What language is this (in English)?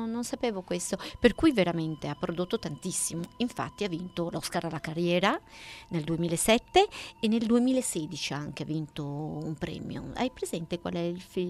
Italian